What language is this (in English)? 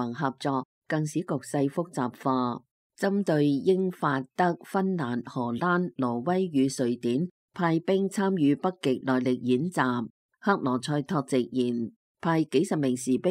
Cantonese